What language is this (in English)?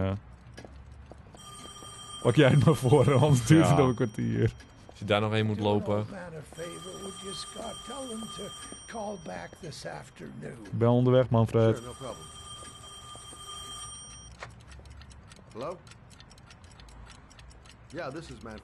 Dutch